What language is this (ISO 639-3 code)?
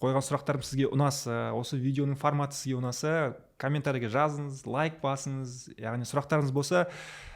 kaz